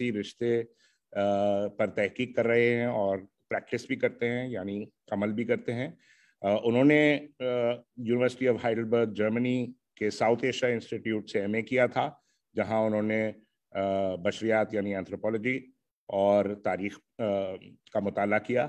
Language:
Urdu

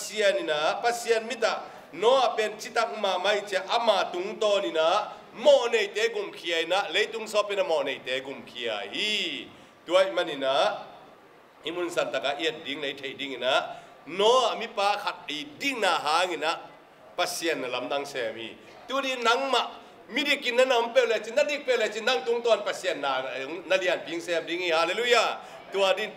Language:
Tedim Chin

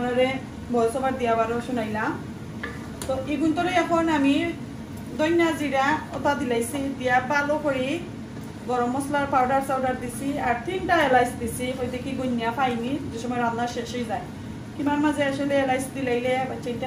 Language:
Sylheti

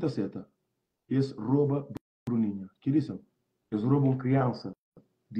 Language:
Kabuverdianu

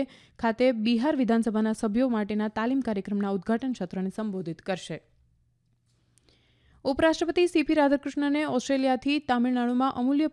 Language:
Gujarati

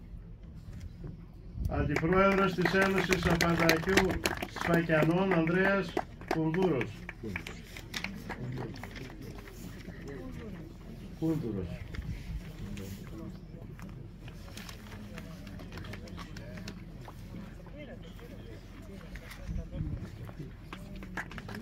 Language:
Greek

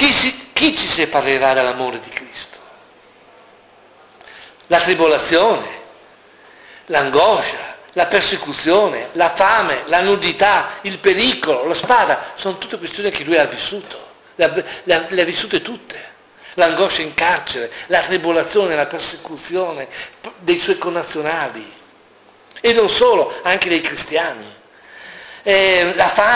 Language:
Italian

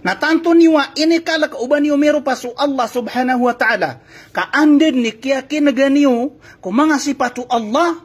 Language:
Maranao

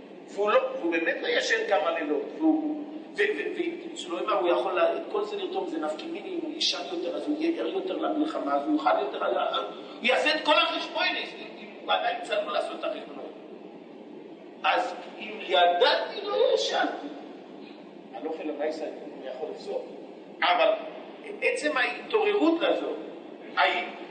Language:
Hebrew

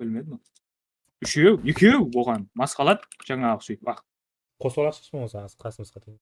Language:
Kara-Kalpak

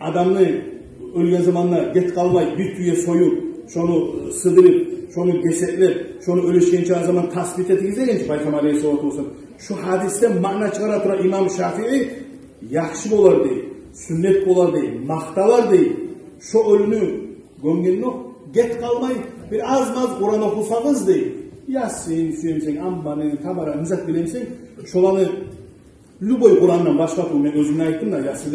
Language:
Kumyk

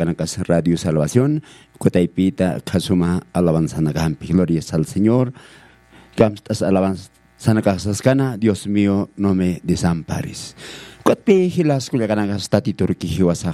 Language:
Aymara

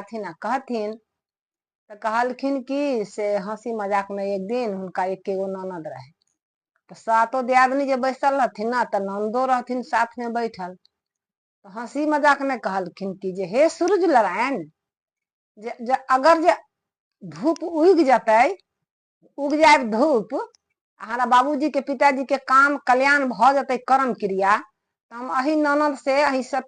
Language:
Maithili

